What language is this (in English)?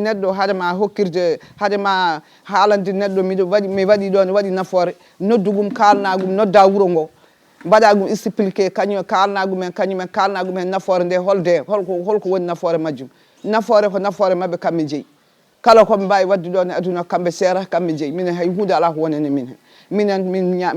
Fula